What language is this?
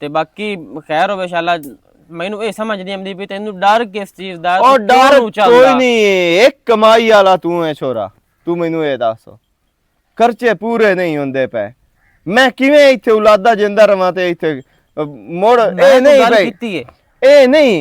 Western Panjabi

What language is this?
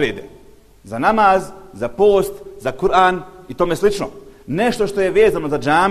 Bosnian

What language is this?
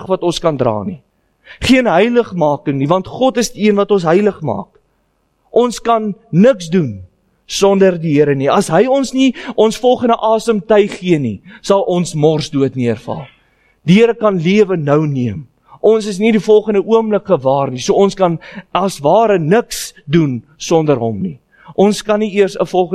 Afrikaans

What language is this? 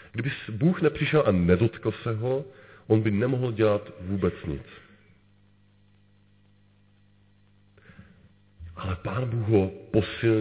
Czech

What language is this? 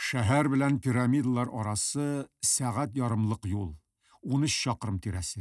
Tatar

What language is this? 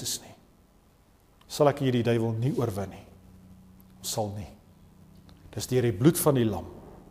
Afrikaans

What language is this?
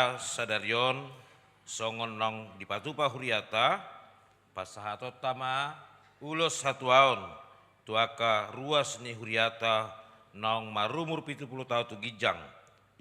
Batak Toba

